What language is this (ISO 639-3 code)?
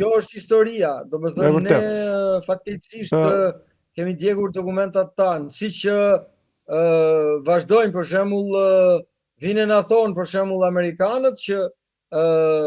sqi